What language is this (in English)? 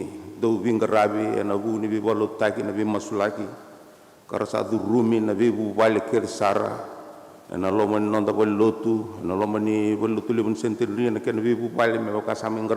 Fijian